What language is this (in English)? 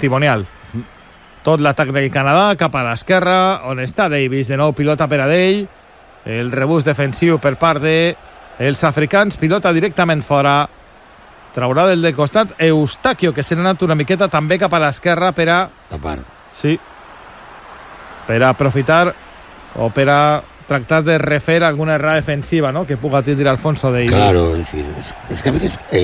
Catalan